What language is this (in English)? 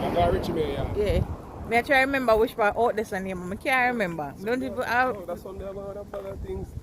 Jamaican Creole English